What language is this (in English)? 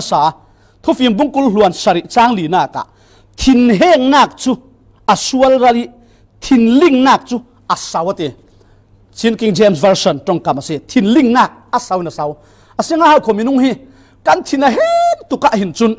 Falam Chin